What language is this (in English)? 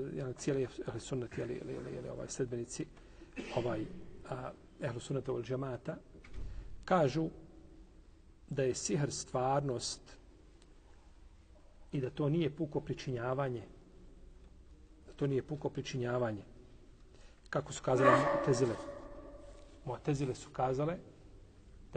Bosnian